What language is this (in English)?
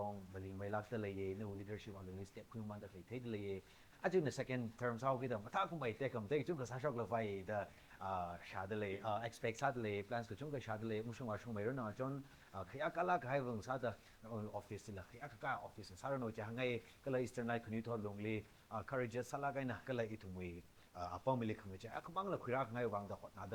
Tangkhul Naga (India)